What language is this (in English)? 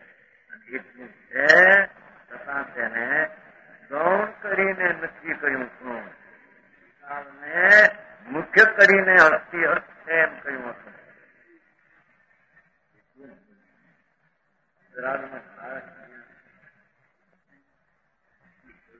Gujarati